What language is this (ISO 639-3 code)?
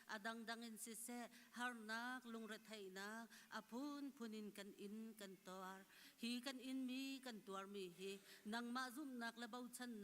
cnh